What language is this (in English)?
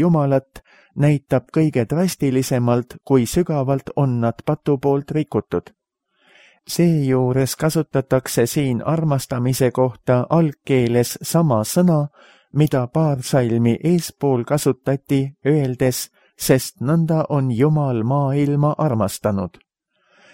Estonian